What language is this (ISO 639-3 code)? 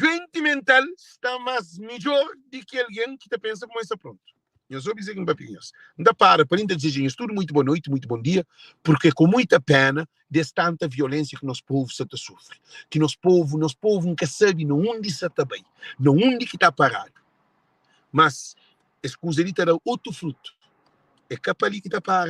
kea